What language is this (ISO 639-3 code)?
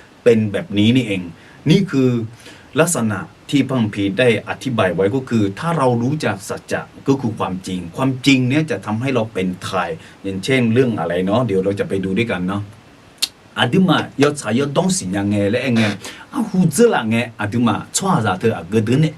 ahk